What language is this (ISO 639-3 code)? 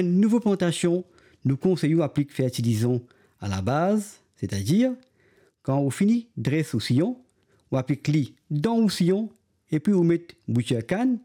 mfe